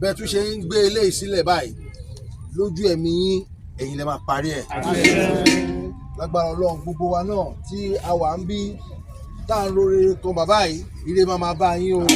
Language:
Yoruba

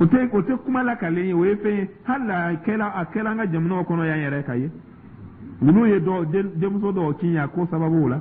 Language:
Dyula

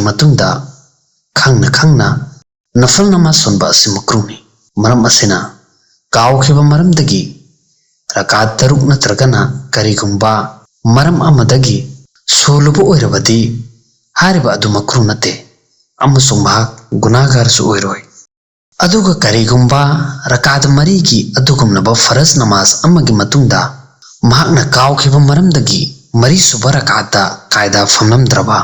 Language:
Manipuri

